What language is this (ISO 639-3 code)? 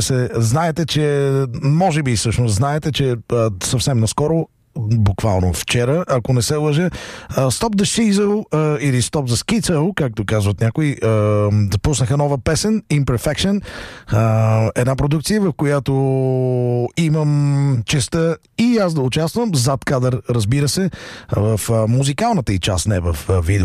bul